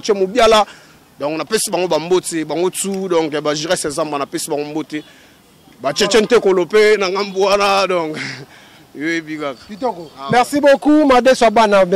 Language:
Lingala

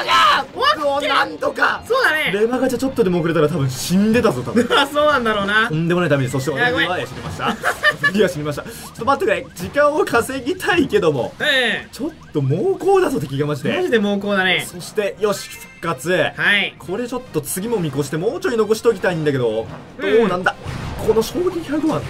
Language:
Japanese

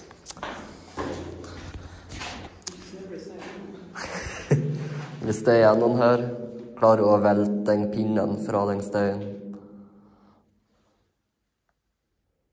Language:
Norwegian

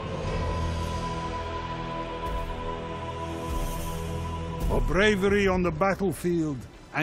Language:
English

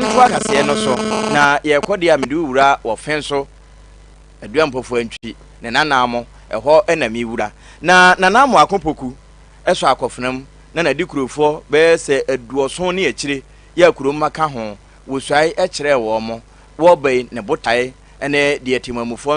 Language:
Akan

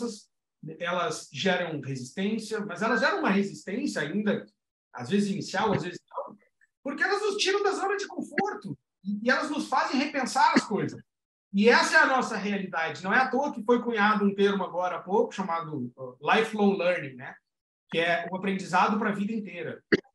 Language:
Portuguese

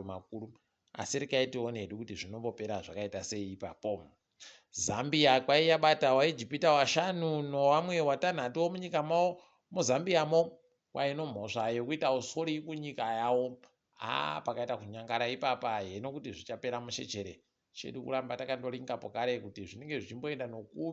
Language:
Ndau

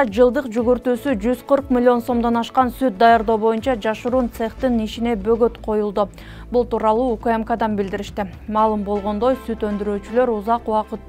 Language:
Kyrgyz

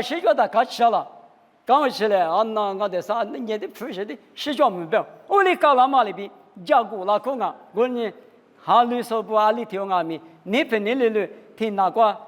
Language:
Lisu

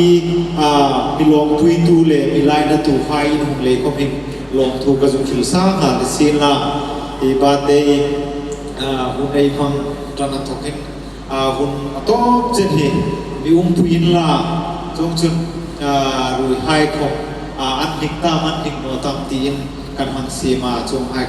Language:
Hmar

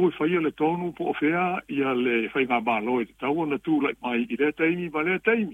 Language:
Samoan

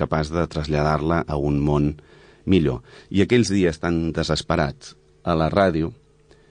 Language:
Catalan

